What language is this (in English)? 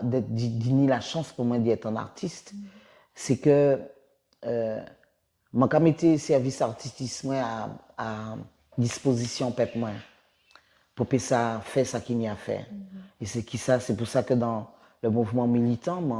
Guadeloupean Creole French